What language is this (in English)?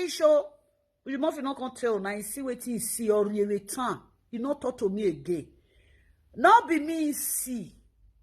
Nigerian Pidgin